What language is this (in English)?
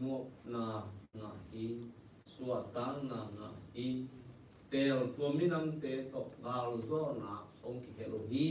Tedim Chin